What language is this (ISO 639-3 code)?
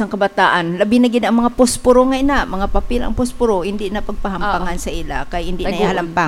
hil